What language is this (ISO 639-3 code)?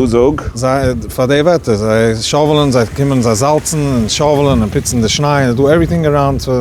yid